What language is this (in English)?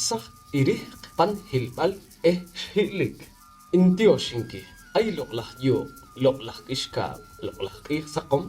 Poqomchi'